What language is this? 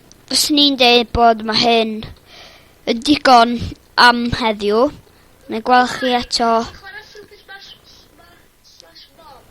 Welsh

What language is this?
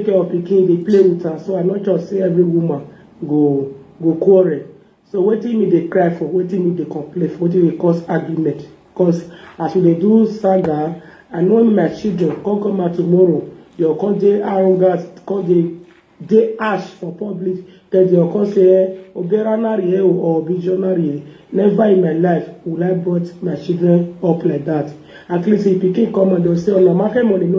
Nigerian Pidgin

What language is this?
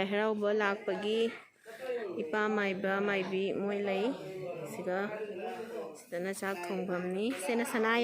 Manipuri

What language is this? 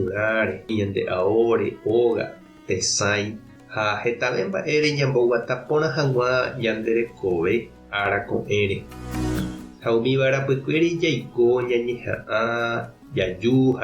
Guarani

